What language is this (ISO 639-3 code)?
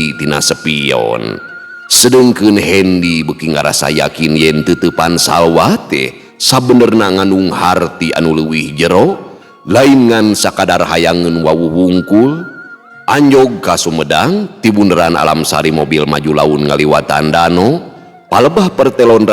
sun